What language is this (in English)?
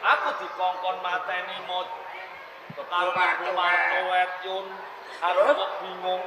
Javanese